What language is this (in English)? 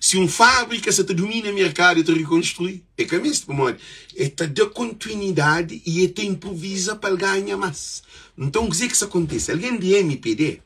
Kabuverdianu